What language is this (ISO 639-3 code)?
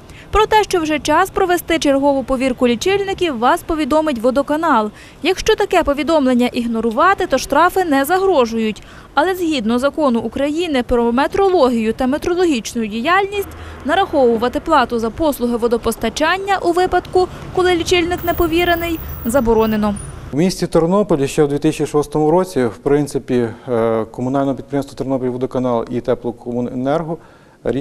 ukr